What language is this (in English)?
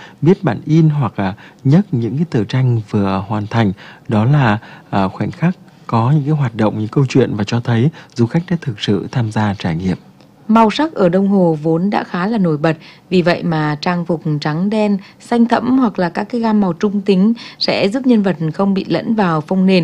Vietnamese